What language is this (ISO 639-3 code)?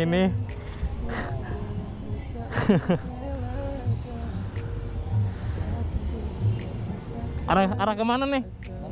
ind